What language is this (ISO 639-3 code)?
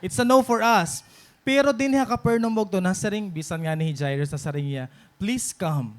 war